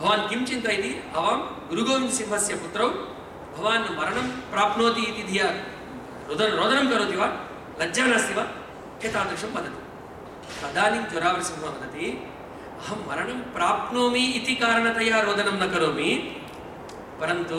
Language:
Sanskrit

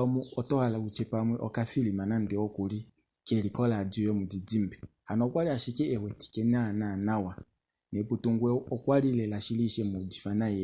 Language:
Kuanyama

